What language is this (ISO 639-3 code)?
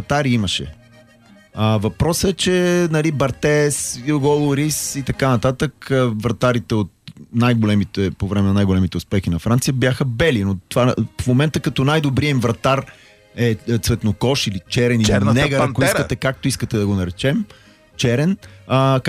bul